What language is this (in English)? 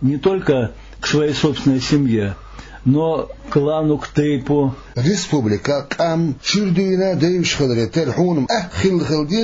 Chechen